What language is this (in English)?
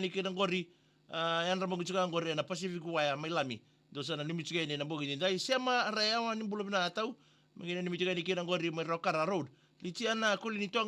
Fijian